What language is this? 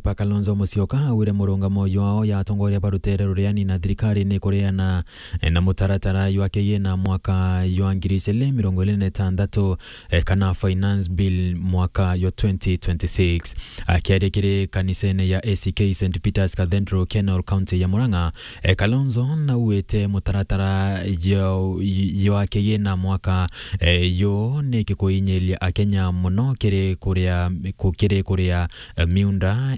Meru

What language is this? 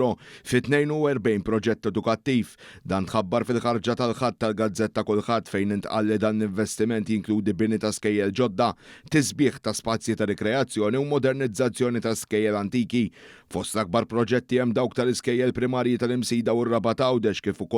Maltese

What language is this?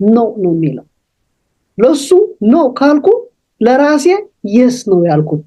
Amharic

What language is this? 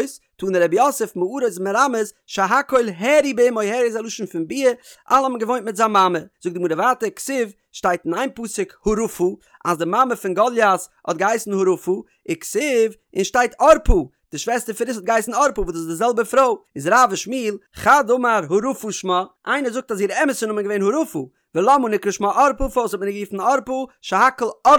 Yiddish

